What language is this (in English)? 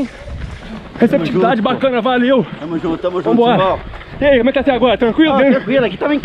Portuguese